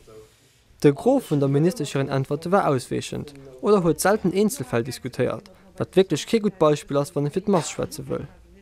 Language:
Luxembourgish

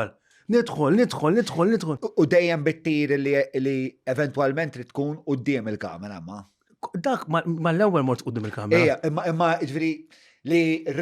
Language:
Maltese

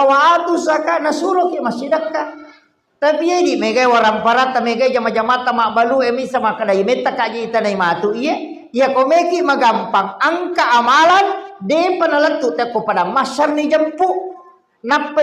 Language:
Buginese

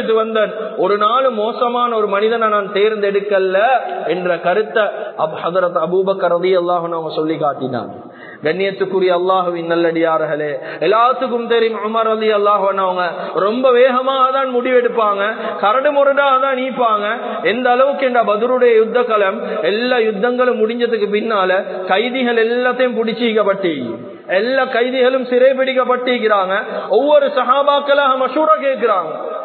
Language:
Tamil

